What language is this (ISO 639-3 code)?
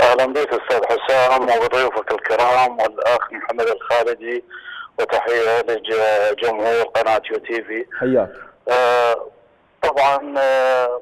acm